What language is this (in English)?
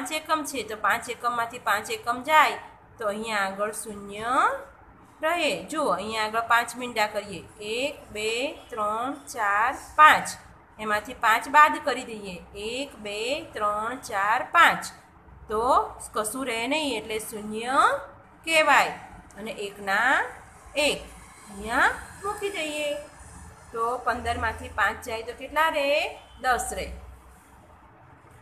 Gujarati